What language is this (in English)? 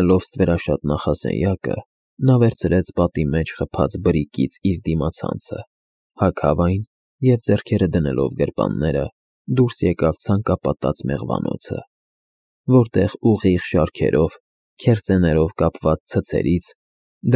Armenian